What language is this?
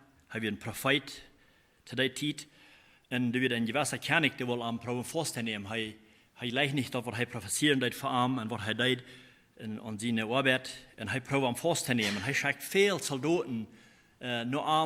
Plautdietsch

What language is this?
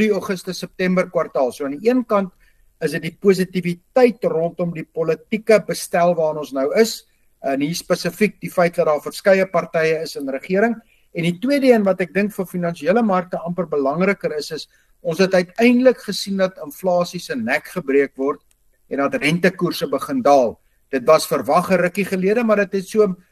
Afrikaans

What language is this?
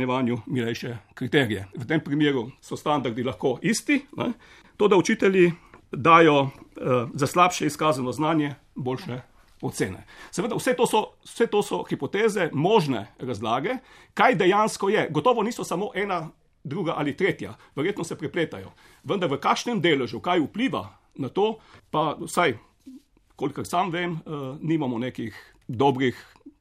Slovenian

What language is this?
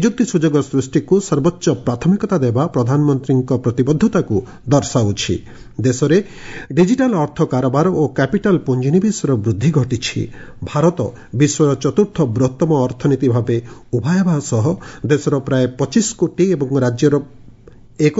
Odia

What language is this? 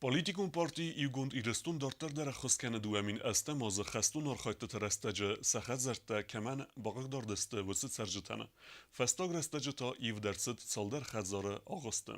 Ossetic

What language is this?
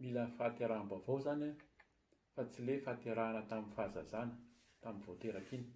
Malagasy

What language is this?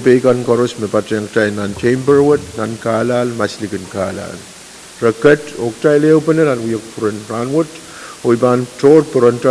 Pohnpeian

